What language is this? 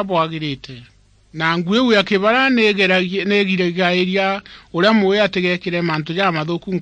Meru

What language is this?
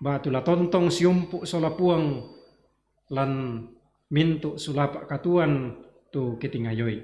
Toraja-Sa'dan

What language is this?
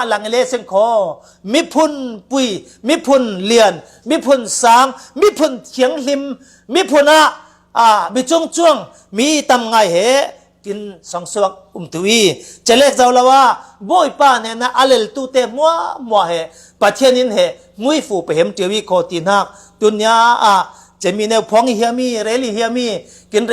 Falam Chin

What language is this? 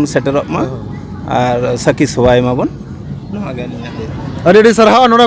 Santali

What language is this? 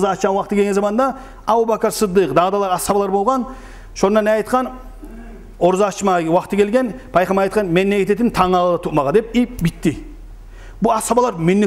Kumyk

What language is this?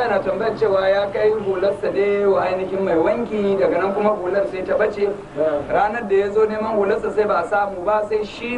Hausa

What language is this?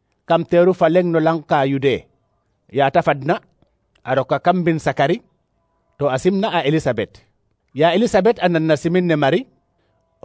Serer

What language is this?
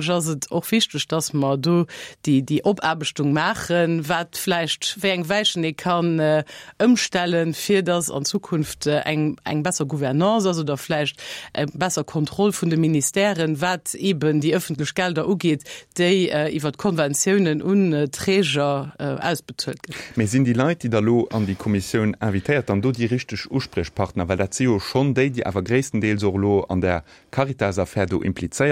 Luxembourgish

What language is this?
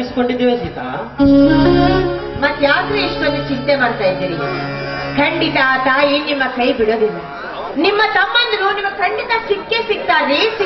Kannada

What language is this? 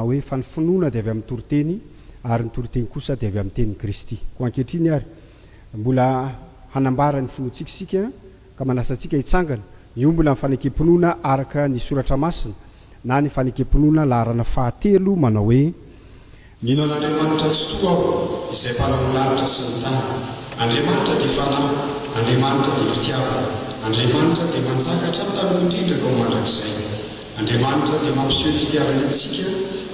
Malagasy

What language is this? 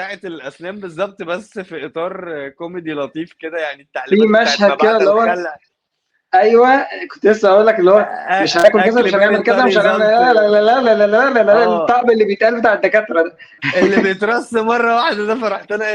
Egyptian Arabic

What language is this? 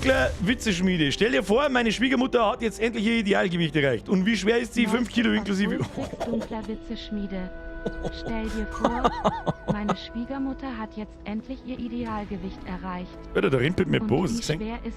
Bavarian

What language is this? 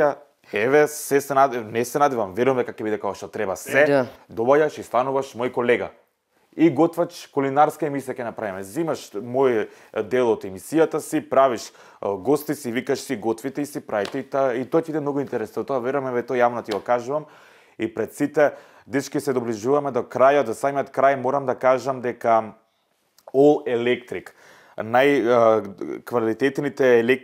Macedonian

